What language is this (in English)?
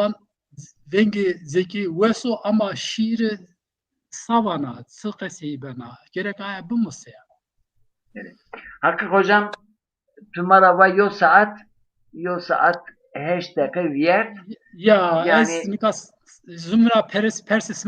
Zaza